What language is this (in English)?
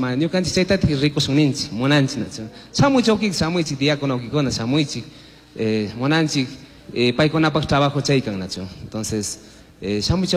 Chimborazo Highland Quichua